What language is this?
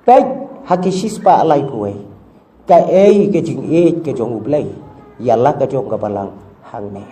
Khasi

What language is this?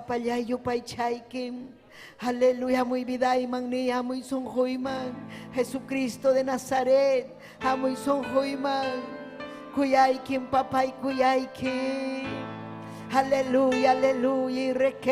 Ayacucho Quechua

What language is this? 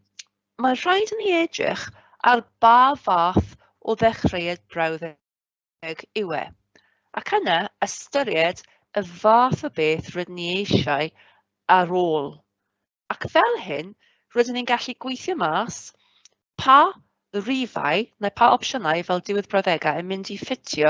Welsh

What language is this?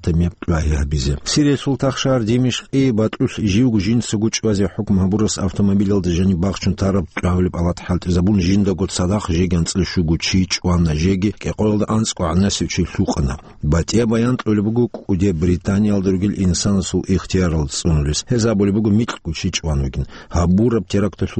Avaric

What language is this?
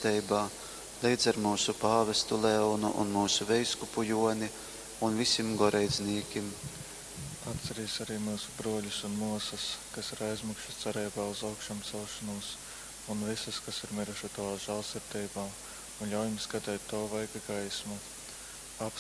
Latgalian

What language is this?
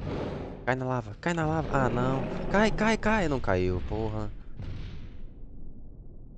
Portuguese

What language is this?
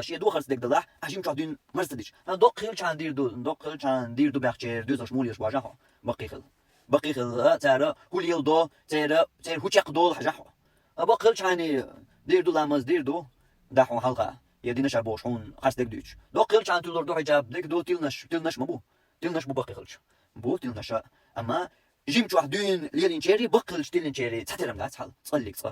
Chechen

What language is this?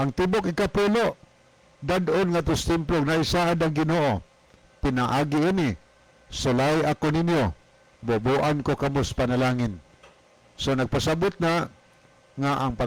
Cebuano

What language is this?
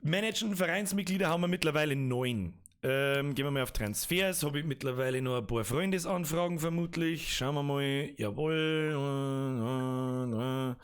Bavarian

